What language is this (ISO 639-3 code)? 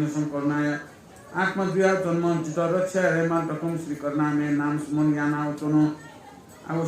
new